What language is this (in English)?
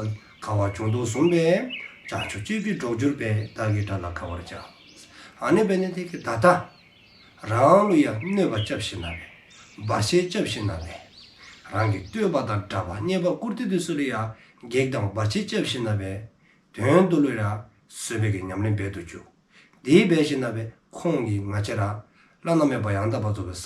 Dzongkha